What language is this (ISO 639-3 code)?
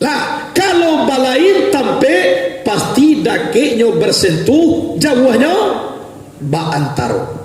min